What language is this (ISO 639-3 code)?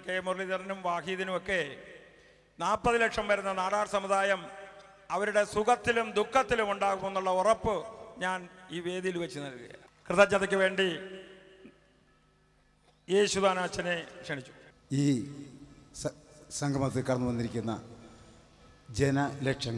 mal